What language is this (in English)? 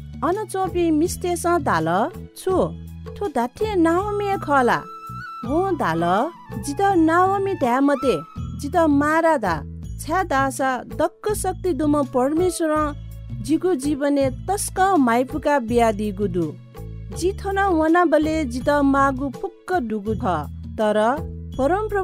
Newari